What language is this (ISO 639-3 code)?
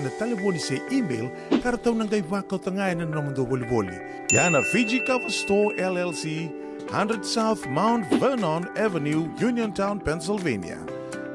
fij